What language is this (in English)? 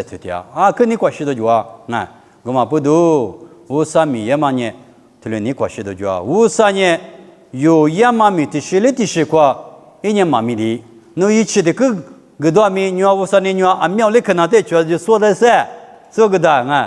Lisu